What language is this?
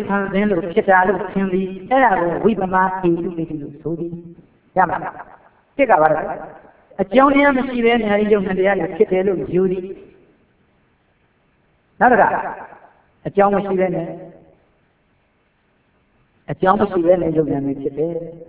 Burmese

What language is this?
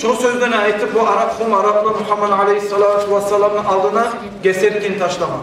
Kumyk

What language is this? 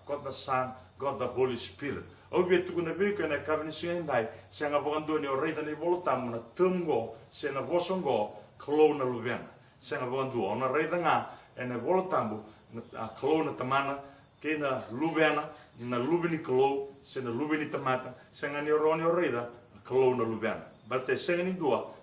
Fijian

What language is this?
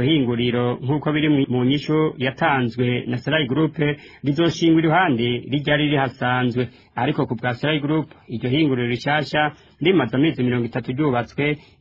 Rundi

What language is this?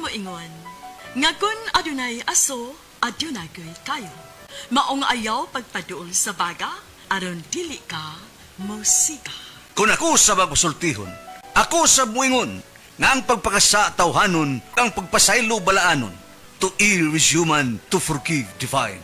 Cebuano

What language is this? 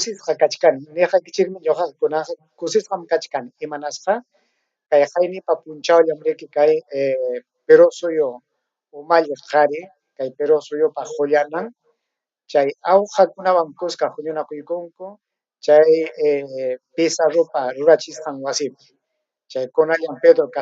Ayacucho Quechua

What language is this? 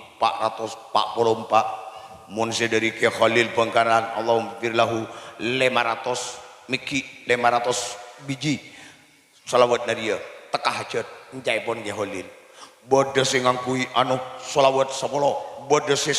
Madurese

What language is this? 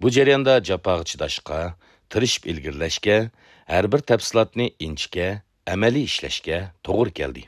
Uyghur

